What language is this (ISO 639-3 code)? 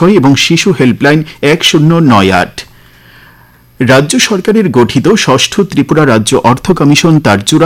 ben